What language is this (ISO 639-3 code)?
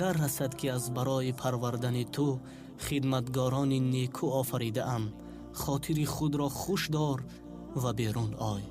tgk